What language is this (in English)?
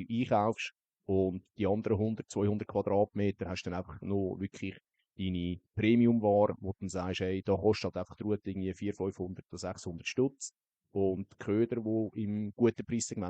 Swiss German